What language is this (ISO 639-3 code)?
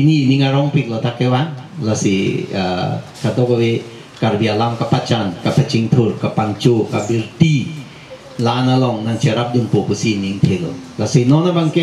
mjw